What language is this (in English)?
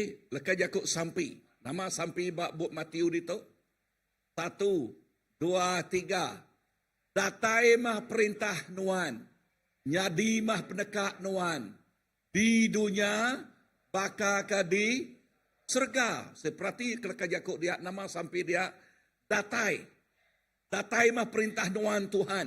Iban